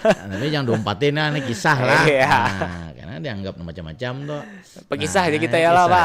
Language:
Banjar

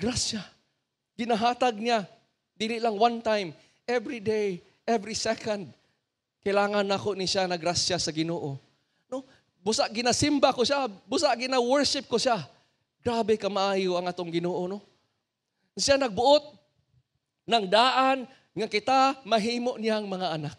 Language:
Cebuano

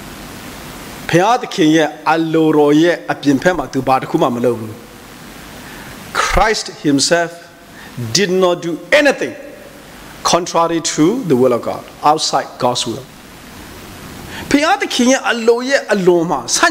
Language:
Burmese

